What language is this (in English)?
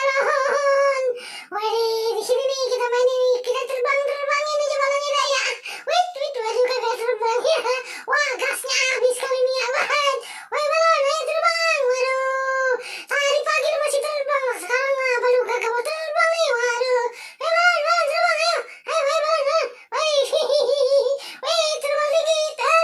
Betawi